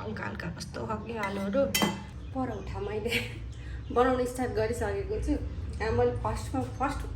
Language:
Nepali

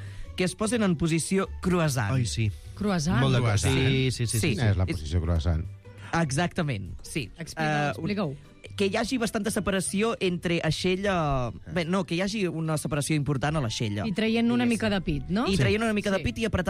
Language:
Catalan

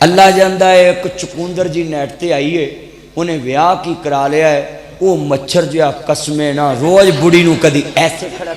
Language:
Western Panjabi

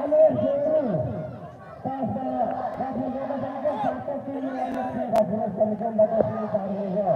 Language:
Tajik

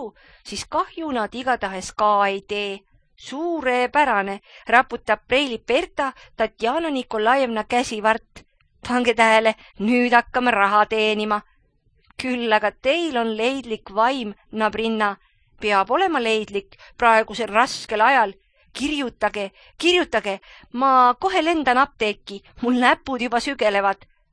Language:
Estonian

